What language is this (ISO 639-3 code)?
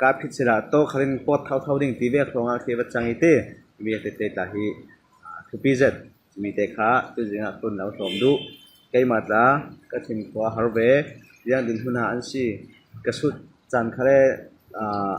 cfm